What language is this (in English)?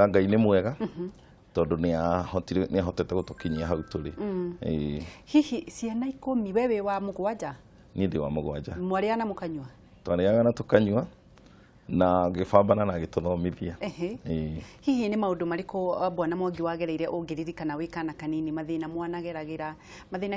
Kikuyu